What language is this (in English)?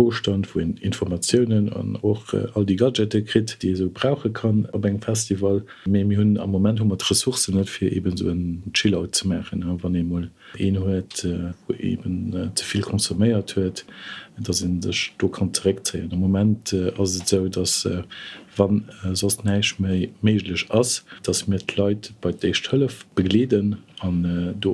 Luxembourgish